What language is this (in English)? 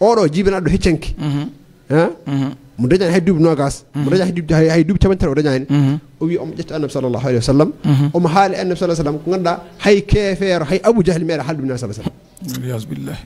Fula